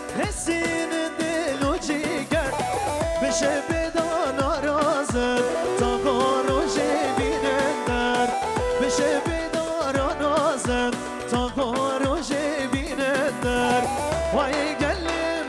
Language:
Kurdish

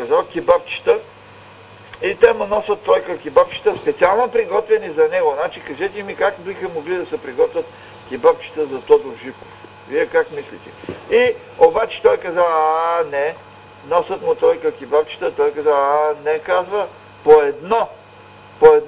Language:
Bulgarian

